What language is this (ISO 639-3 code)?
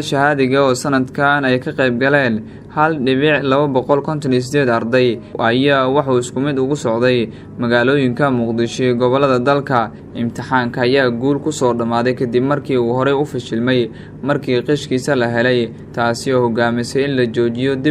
som